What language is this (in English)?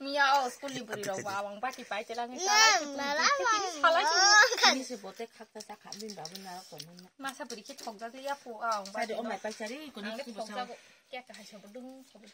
Kok Borok